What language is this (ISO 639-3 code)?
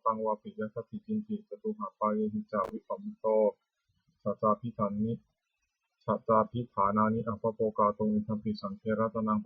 pli